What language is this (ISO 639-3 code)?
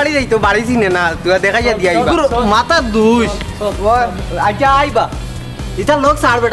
syl